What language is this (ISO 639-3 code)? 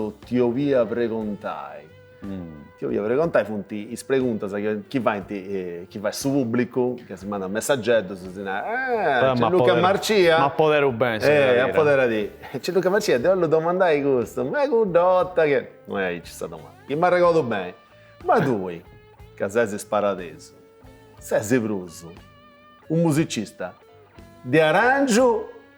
srd